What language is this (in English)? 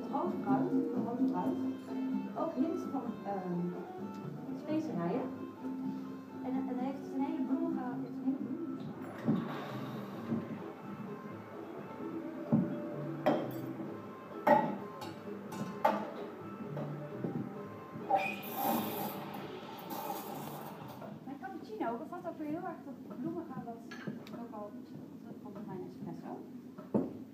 Dutch